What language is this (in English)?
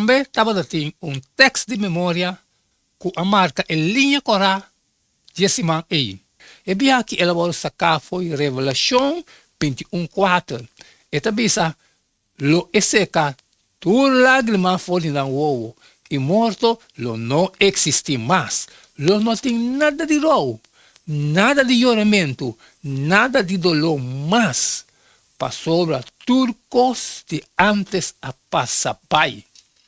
Papiamento